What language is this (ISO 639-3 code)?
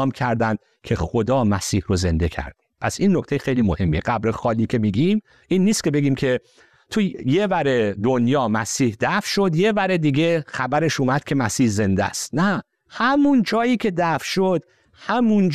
fas